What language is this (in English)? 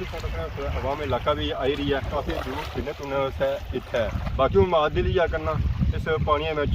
Pahari-Potwari